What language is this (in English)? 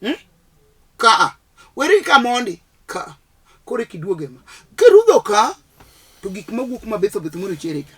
Luo (Kenya and Tanzania)